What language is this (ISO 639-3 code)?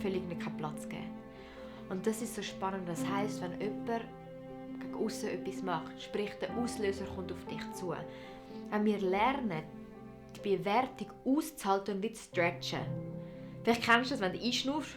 gsw